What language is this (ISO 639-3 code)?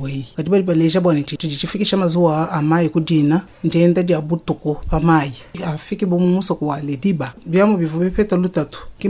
lua